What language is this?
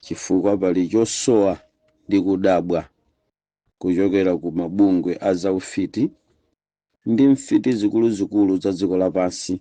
Nyanja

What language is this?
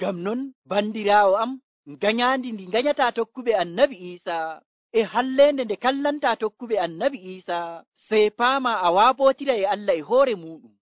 Nigerian Fulfulde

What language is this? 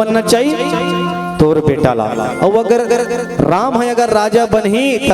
Chhattisgarhi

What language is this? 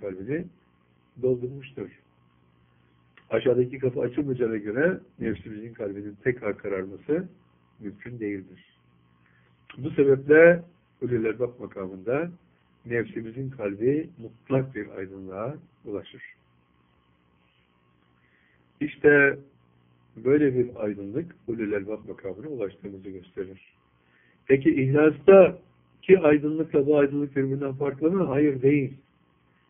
Turkish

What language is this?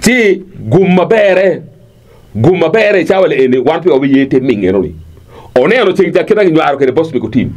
Acoli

